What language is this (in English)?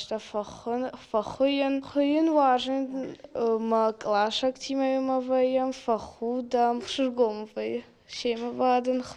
Ossetic